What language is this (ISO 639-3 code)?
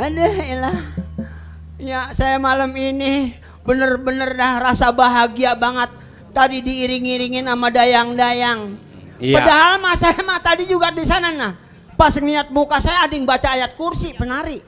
bew